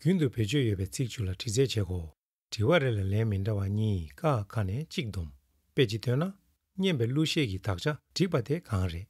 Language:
Tibetan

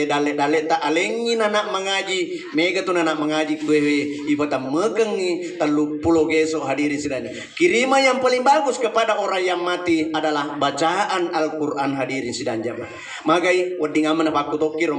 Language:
Buginese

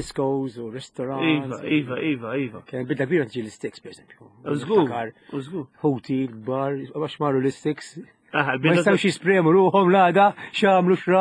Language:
Maltese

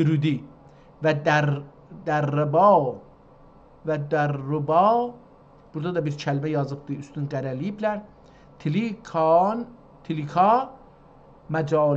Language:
South Azerbaijani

